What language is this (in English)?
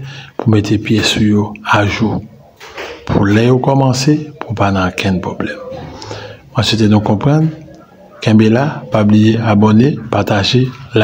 Haitian Creole